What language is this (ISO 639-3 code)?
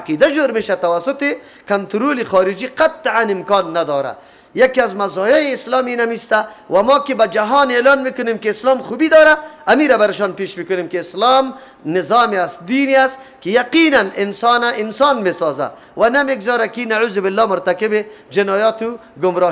fas